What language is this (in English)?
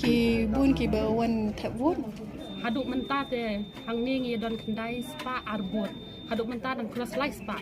Khasi